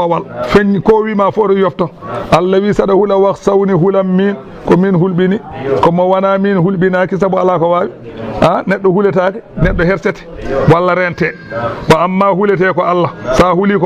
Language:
Fula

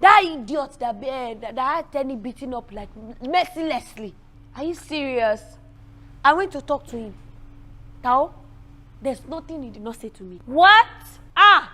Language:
Yoruba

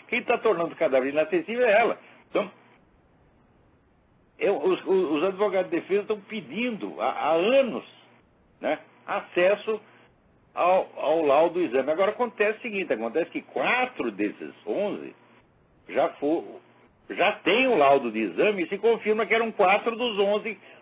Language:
Portuguese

